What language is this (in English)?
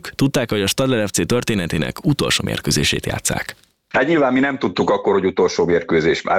Hungarian